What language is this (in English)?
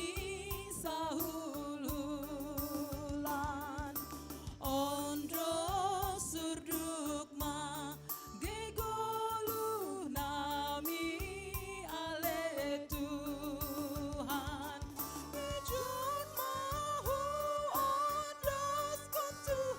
Batak Simalungun